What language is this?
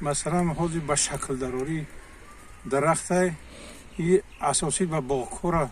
Tajik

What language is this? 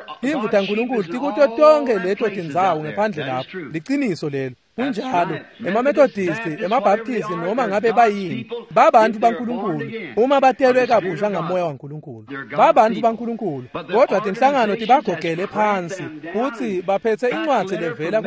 Swati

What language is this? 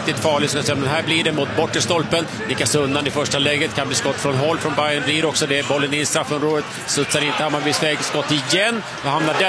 Swedish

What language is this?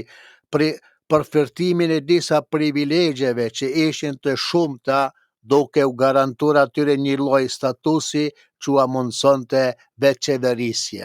Albanian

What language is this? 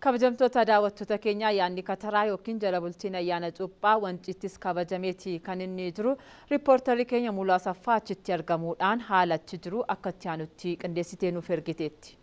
Oromo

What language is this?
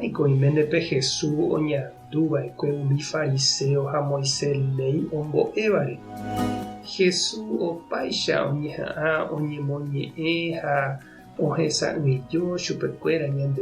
Guarani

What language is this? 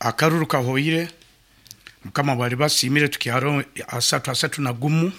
Nyankole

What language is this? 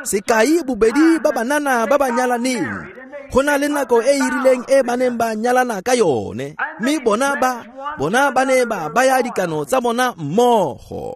Tswana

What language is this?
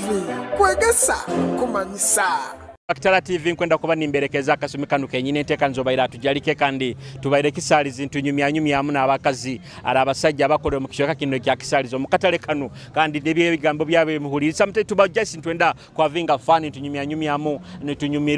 Nyoro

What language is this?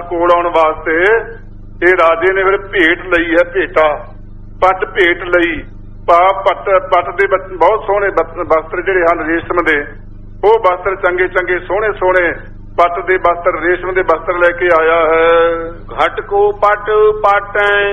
Punjabi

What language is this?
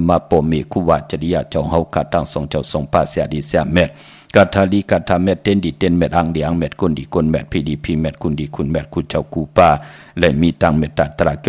Shan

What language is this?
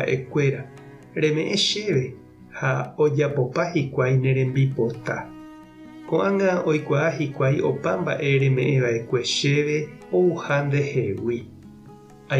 Guarani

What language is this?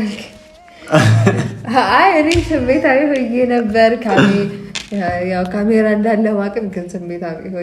Amharic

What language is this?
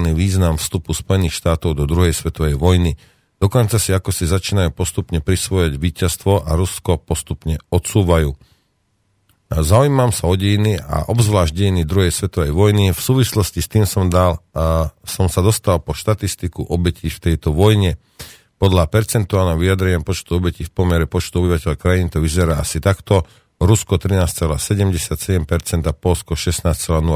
Slovak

